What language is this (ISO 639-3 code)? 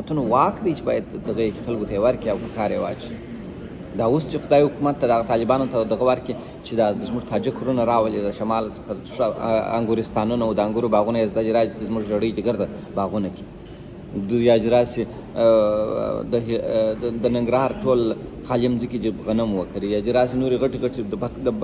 pus